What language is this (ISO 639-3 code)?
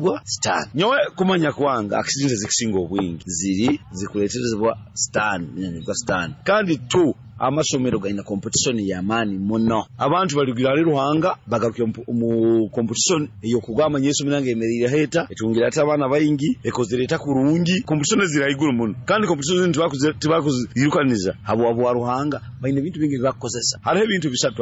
nyo